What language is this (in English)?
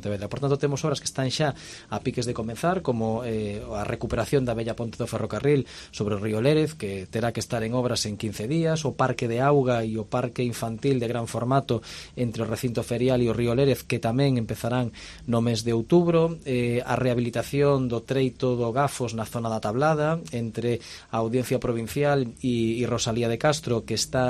Galician